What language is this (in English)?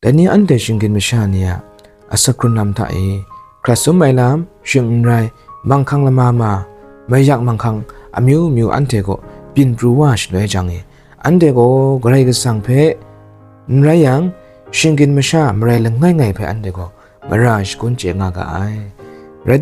Kachin